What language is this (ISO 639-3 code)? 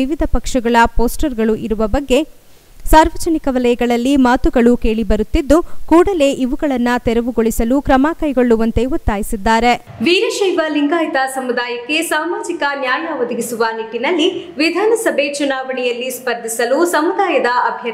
kan